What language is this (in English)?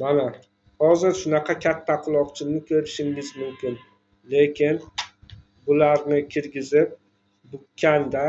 Uzbek